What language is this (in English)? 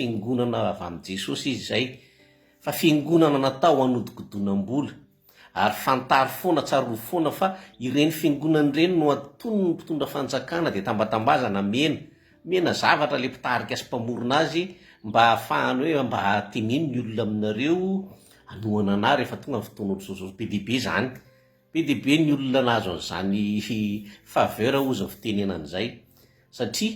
Malagasy